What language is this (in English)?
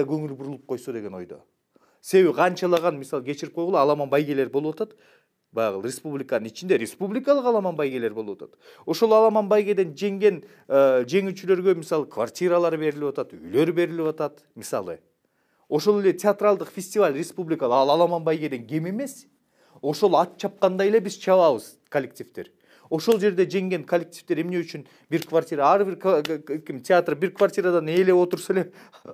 Kyrgyz